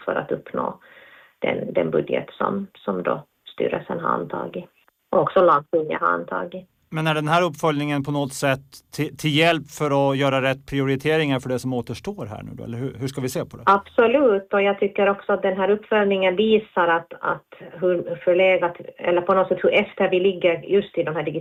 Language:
Swedish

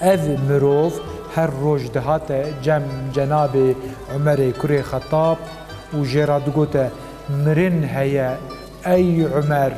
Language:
Kurdish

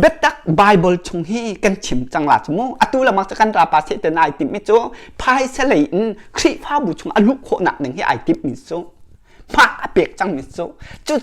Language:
Hakha Chin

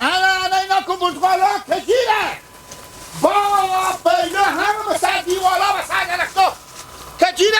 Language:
Hazaragi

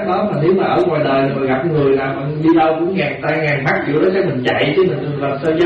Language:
Vietnamese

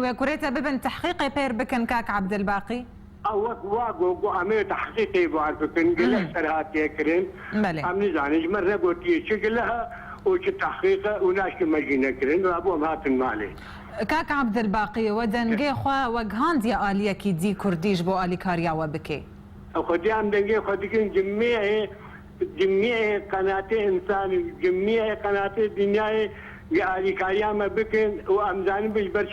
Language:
Kurdish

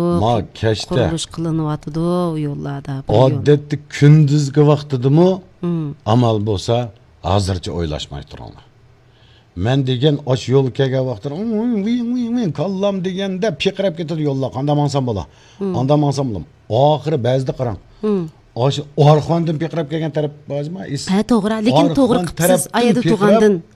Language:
Uyghur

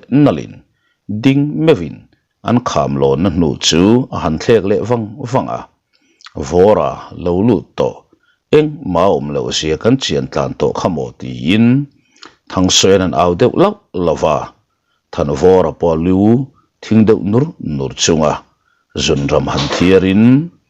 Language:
Mizo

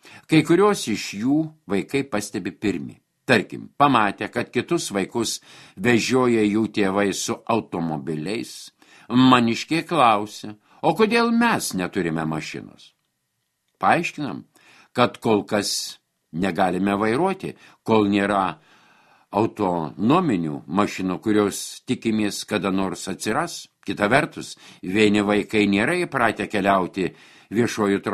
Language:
Lithuanian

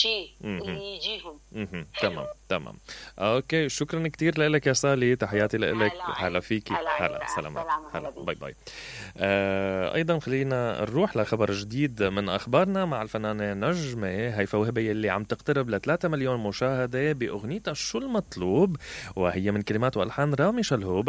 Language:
Mesopotamian Arabic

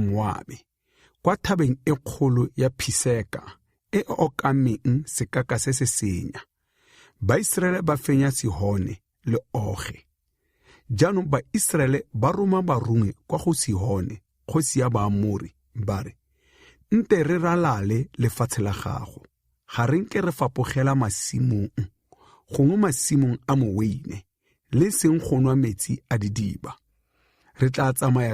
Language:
Tswana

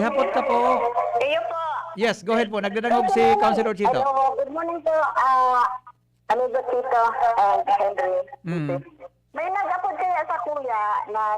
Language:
Bikol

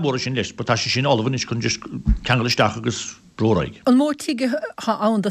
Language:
Irish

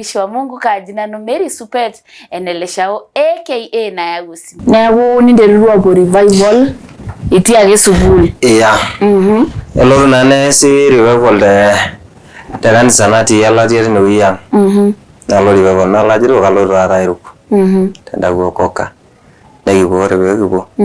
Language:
Masai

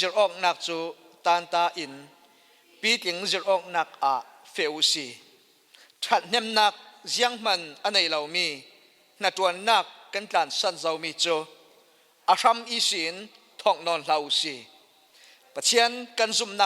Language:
Falam Chin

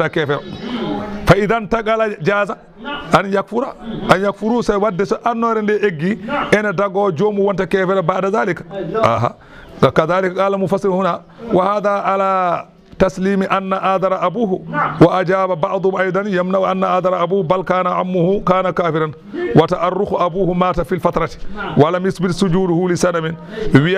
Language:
Fula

